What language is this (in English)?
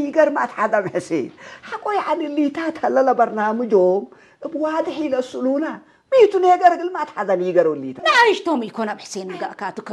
Tigre